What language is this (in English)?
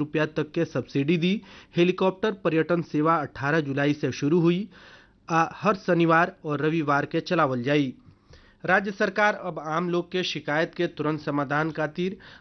Bhojpuri